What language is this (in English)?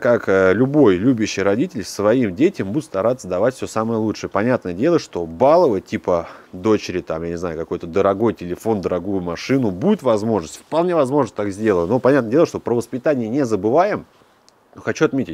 Russian